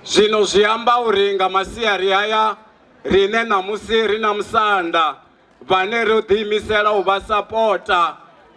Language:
Venda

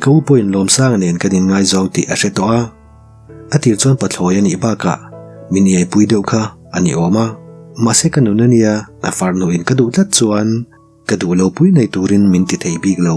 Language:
Mizo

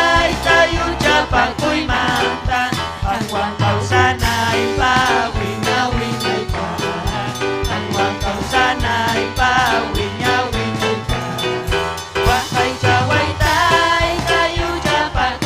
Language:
Ayacucho Quechua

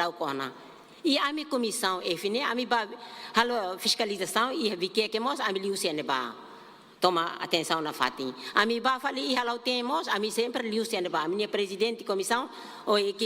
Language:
Tetum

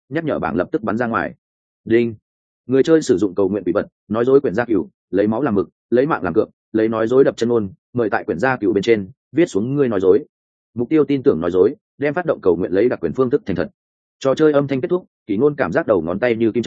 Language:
Vietnamese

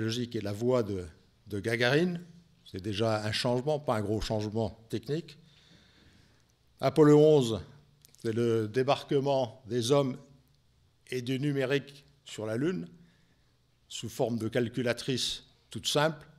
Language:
French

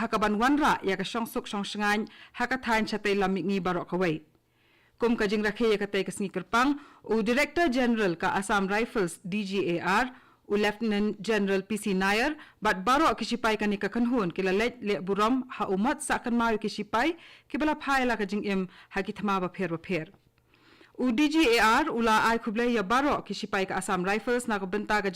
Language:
Khasi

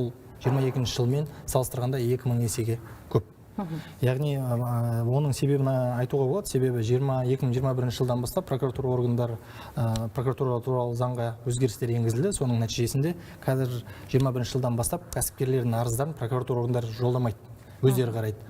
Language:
Kazakh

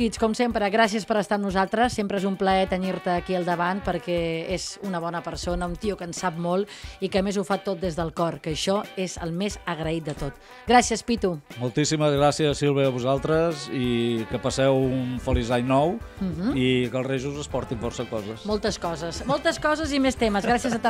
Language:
Catalan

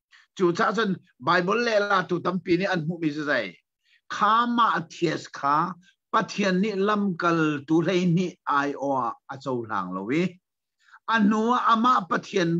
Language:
Hakha Chin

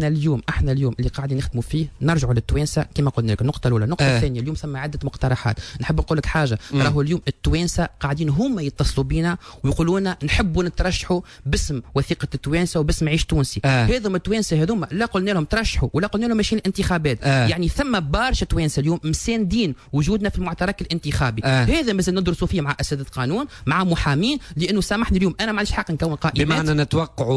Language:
Tunisian Arabic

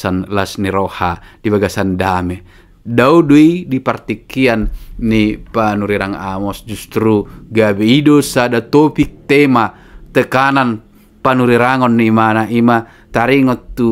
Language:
Batak Toba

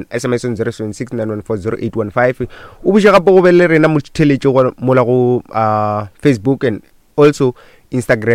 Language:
Northern Sotho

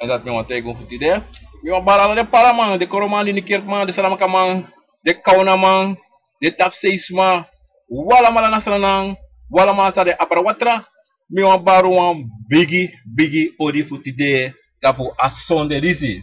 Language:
Sranan Tongo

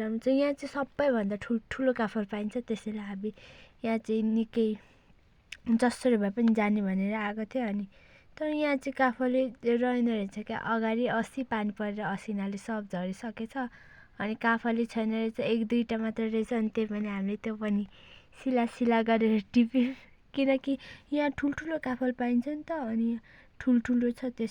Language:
Nepali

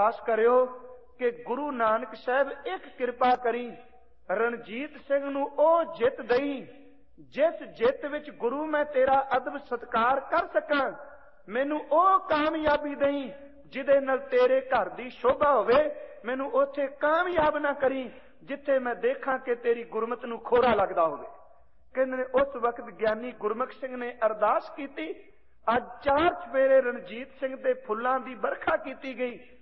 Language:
Punjabi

